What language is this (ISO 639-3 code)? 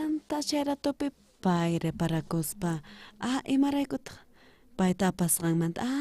quh